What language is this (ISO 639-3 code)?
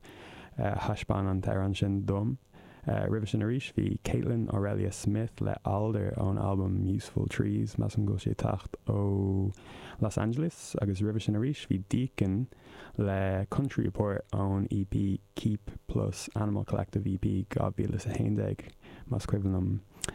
gle